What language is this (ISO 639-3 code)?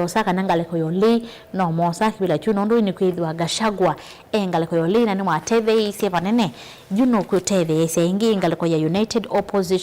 kam